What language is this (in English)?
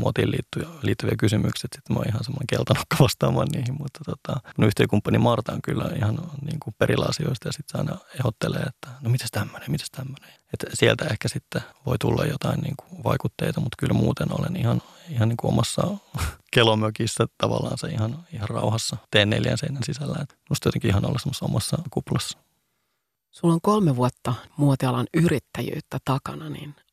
Finnish